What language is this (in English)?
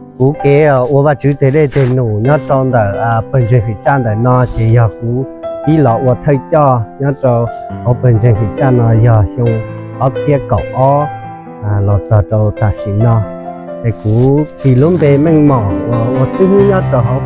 Hmong